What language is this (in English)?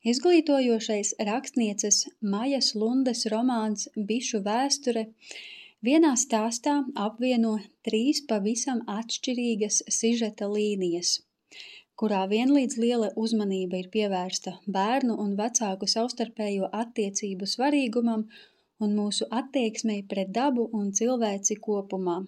Latvian